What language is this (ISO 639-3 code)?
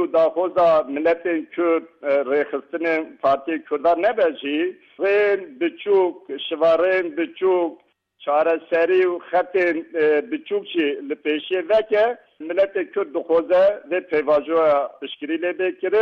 kur